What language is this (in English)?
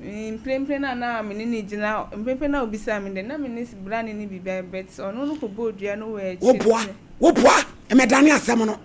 Akan